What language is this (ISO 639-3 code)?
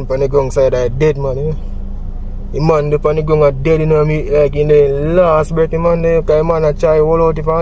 jam